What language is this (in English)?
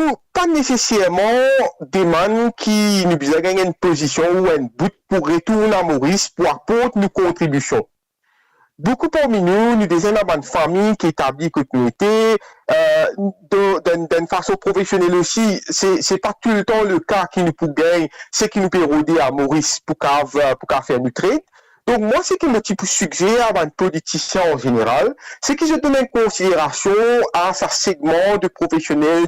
Morisyen